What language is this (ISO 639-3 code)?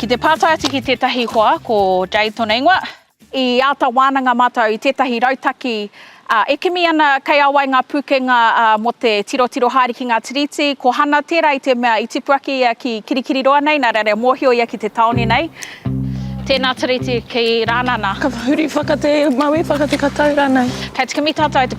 mri